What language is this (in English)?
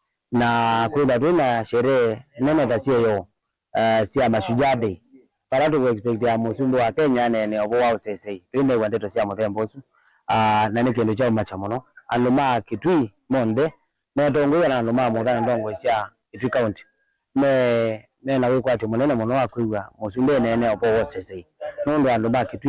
Kamba